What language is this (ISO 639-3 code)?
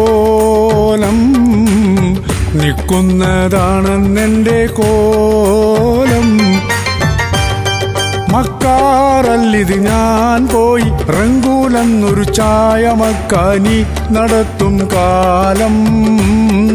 mal